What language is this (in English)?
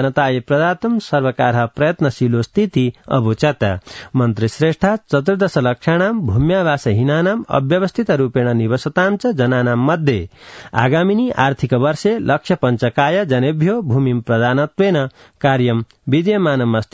Sanskrit